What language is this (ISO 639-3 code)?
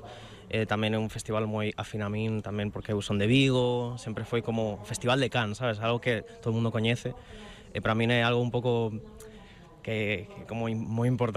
glg